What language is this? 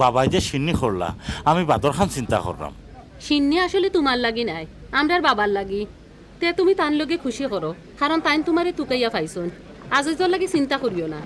Sylheti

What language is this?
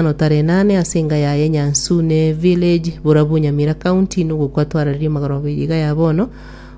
Gusii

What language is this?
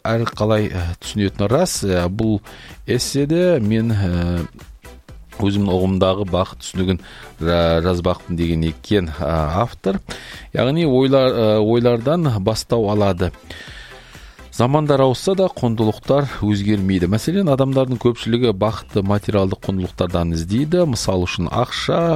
Kazakh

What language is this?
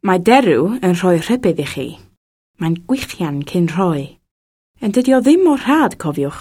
Welsh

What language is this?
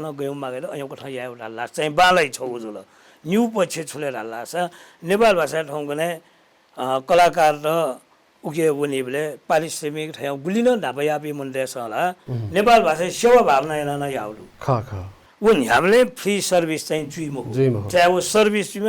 Newari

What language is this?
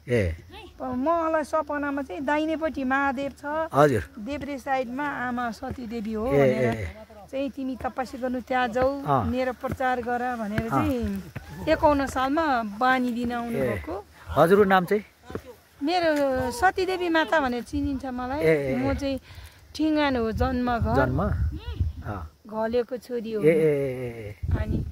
Nepali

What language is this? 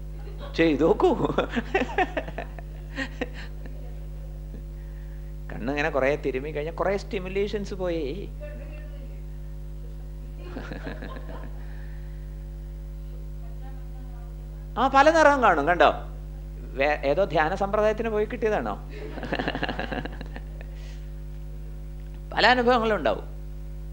Malayalam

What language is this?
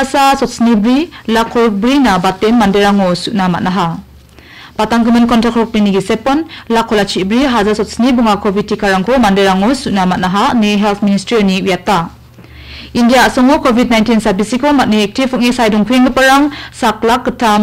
Garo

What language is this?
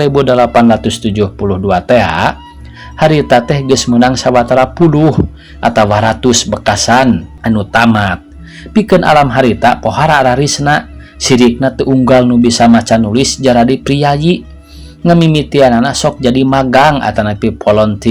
Sundanese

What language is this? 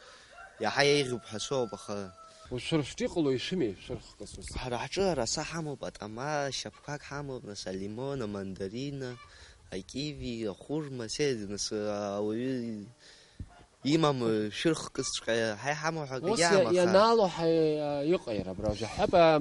Abkhazian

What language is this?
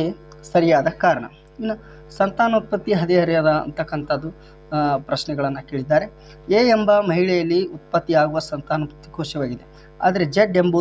Kannada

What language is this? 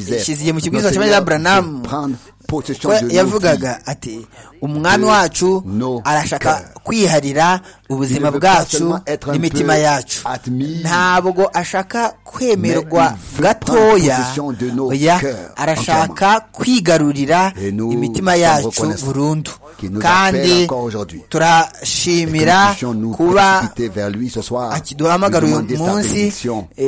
Kinyarwanda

